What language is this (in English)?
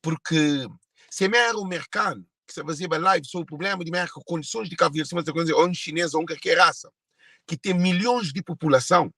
Kabuverdianu